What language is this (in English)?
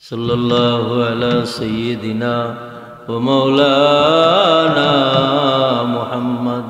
Sylheti